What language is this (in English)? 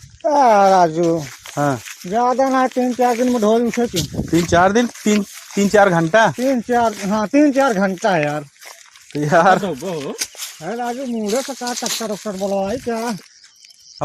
Awadhi